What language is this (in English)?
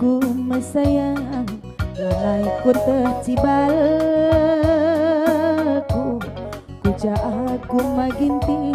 Batak Karo